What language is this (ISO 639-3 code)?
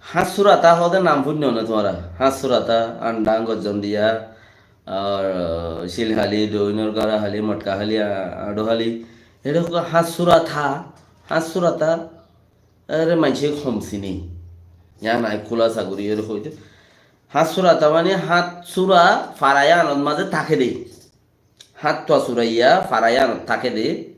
rhg